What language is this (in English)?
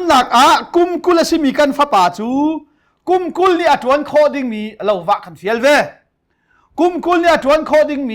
Hakha Chin